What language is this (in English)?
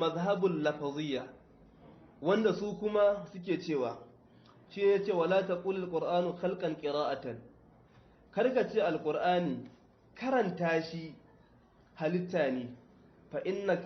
Hausa